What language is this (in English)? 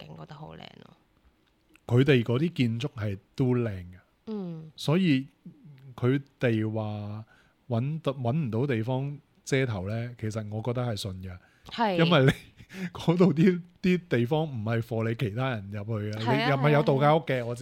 Cantonese